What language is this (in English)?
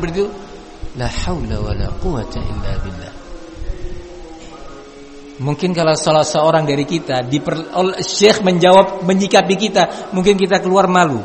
Indonesian